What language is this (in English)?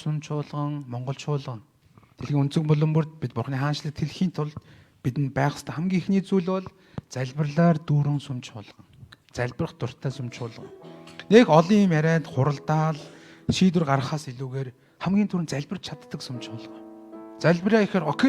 Mongolian